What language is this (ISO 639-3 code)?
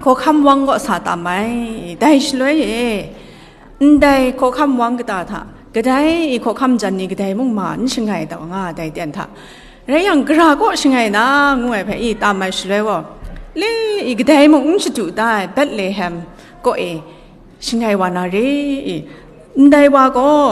kac